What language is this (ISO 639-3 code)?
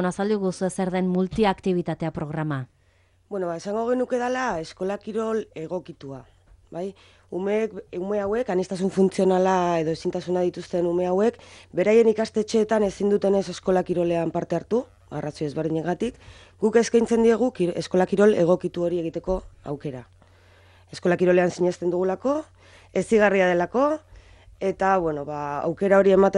eus